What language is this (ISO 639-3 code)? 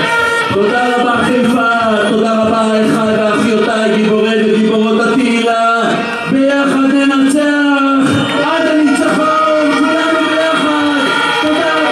heb